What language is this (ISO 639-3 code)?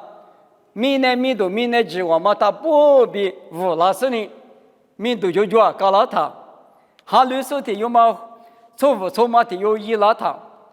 lis